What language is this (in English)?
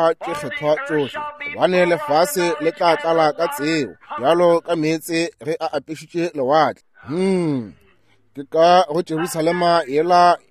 Northern Sotho